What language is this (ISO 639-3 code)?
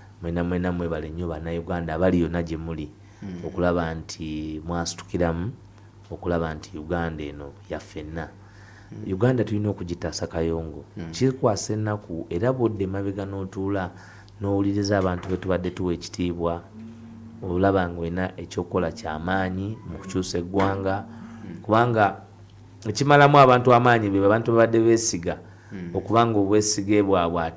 lug